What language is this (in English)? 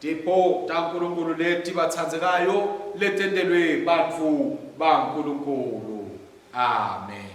Swati